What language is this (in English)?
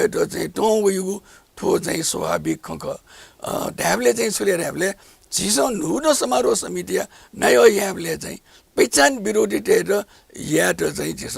Newari